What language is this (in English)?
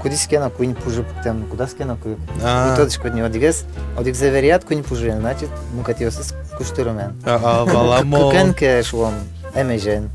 Udmurt